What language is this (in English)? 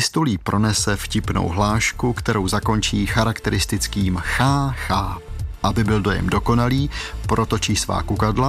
Czech